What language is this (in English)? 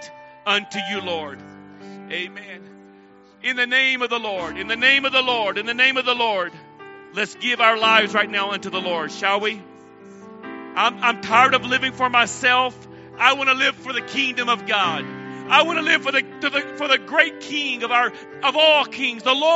English